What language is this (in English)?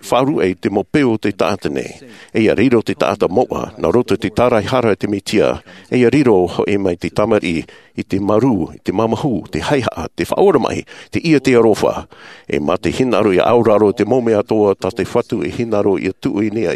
Tahitian